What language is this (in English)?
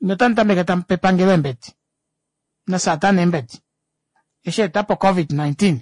Kuanyama